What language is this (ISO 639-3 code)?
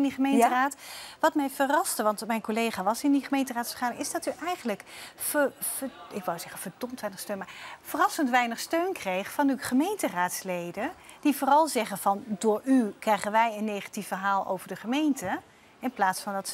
nld